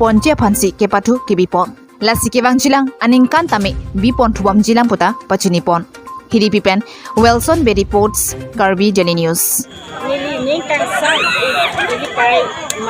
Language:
Karbi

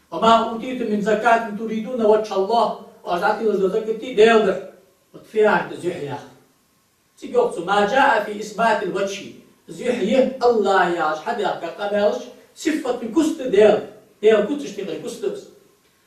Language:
Ingush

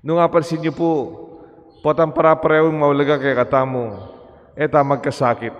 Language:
Pampanga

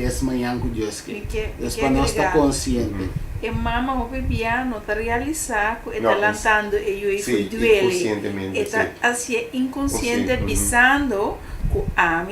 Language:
Papiamento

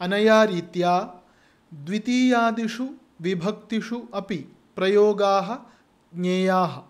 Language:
Sanskrit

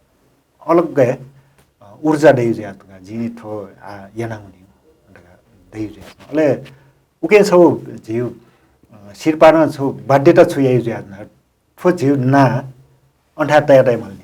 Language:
Newari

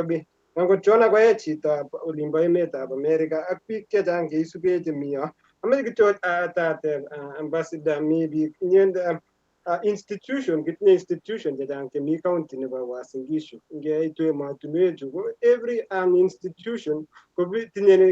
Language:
Kalenjin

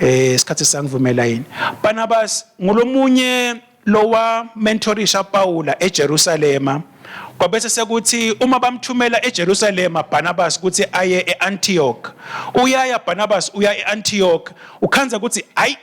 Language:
Swati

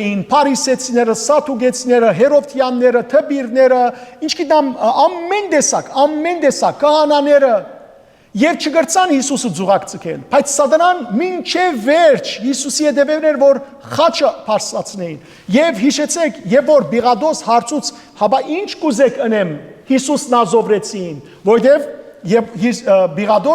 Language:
Western Armenian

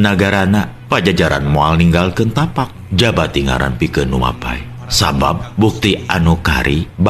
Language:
Sundanese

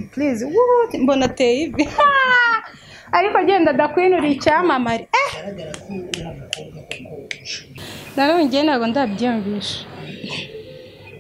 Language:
Kinyarwanda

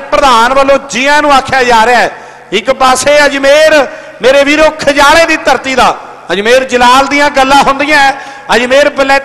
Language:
Punjabi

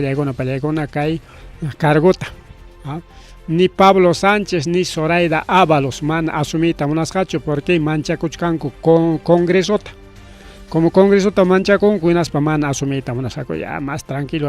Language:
Ayacucho Quechua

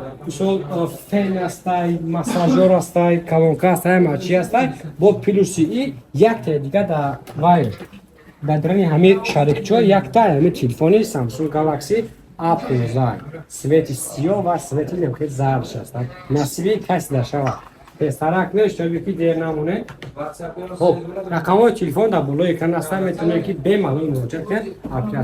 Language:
Tajik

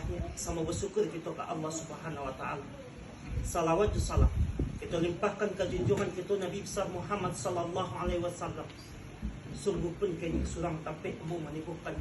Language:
Minangkabau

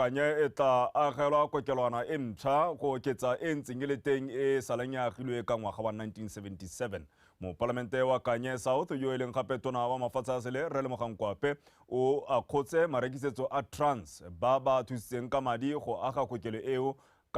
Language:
Tswana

